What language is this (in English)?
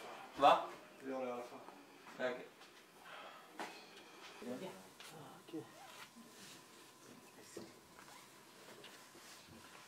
Swedish